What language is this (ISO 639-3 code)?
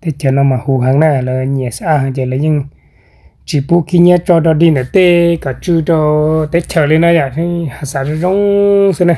hmn